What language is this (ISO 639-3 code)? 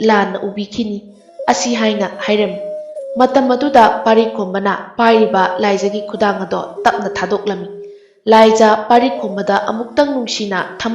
mni